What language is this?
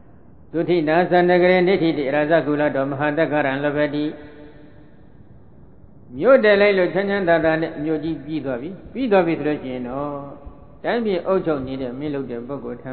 Burmese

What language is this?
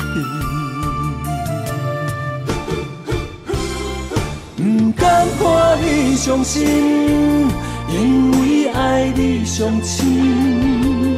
Min Nan Chinese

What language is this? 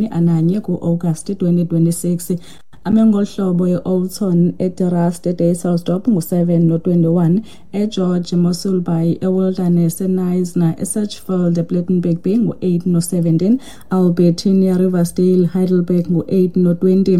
Xhosa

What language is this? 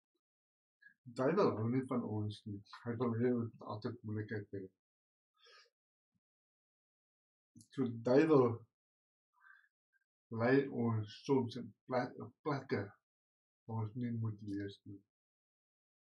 Afrikaans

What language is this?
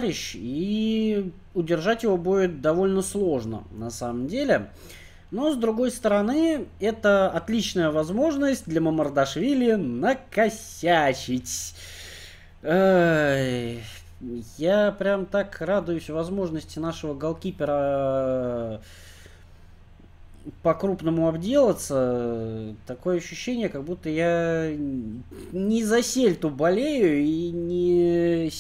Russian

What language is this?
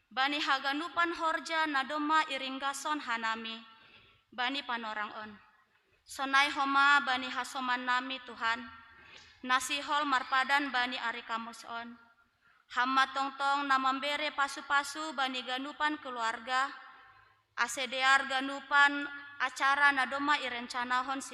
Batak Simalungun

